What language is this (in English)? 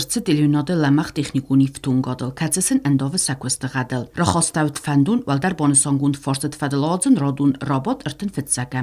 Ossetic